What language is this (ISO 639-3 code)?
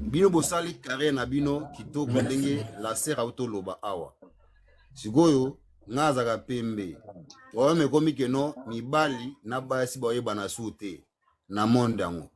lin